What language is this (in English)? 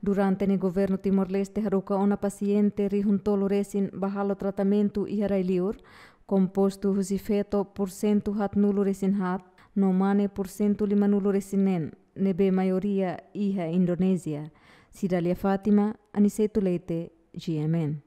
Tetum